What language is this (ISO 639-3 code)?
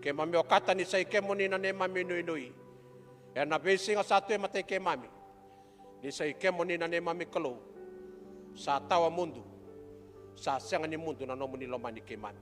fij